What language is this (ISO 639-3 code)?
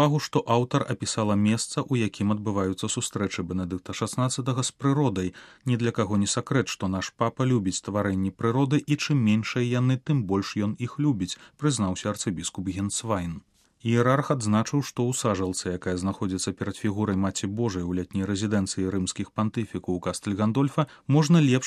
bel